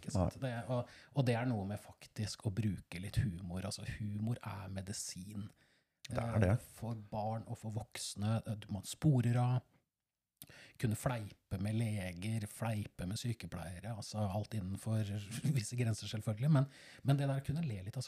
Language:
Norwegian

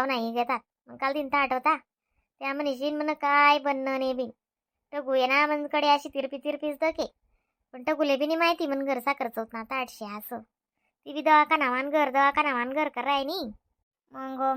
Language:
Khandesi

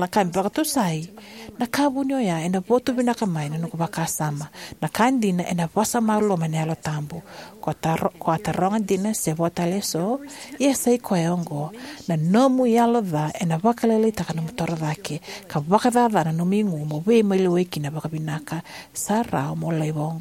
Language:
Fijian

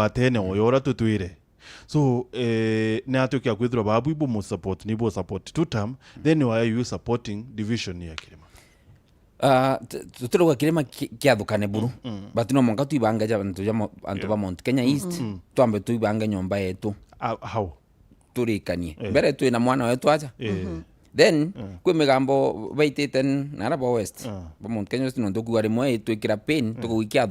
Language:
Meru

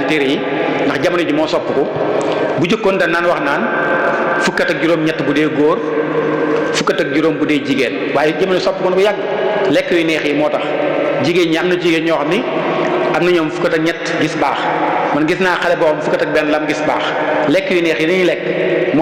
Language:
Wolof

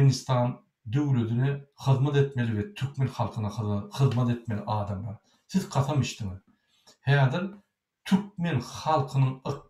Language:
Turkmen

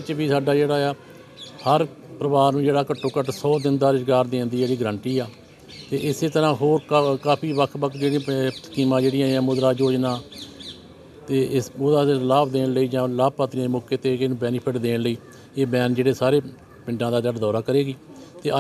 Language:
Punjabi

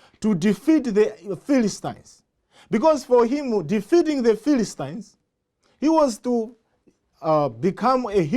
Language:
English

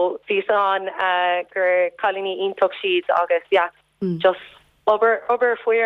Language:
Irish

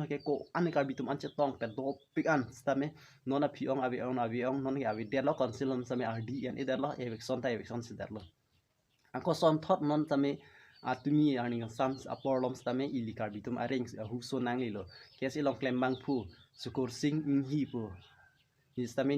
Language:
Karbi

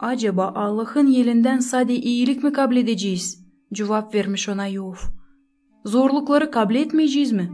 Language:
Gagauz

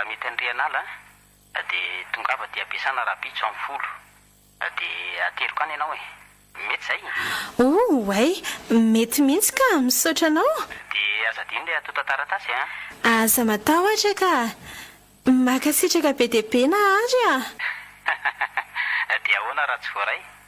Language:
Malagasy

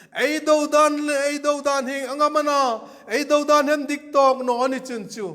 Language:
Hmar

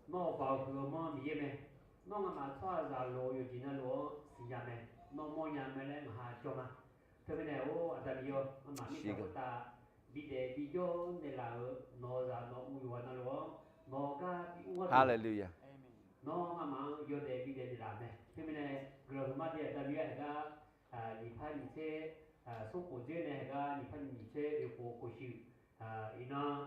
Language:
Akha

